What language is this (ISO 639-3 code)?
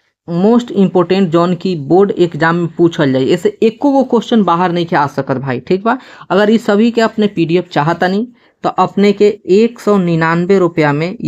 bho